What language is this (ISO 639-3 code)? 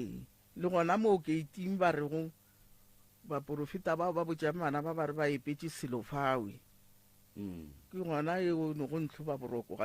nso